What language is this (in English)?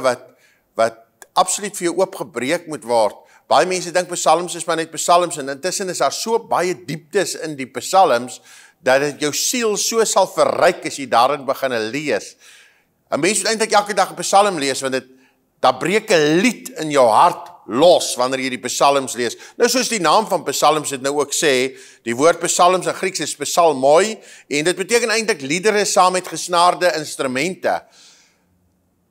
Afrikaans